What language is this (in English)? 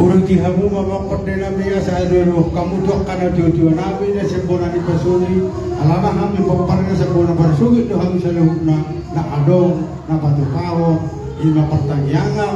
Batak Toba